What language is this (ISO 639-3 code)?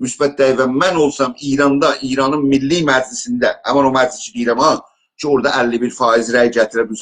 azb